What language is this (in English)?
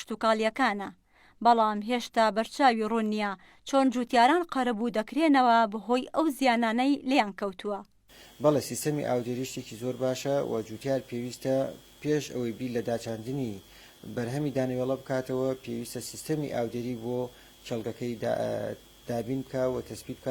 Central Kurdish